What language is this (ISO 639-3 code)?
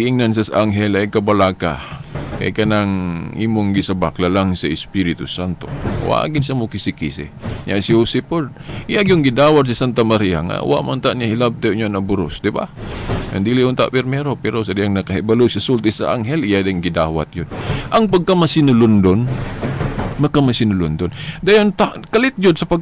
ceb